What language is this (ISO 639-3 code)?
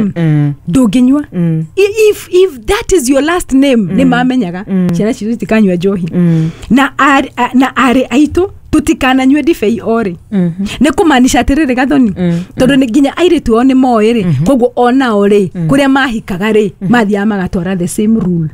kik